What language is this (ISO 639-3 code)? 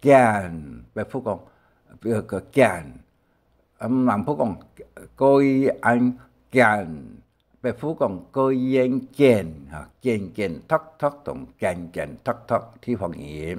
hak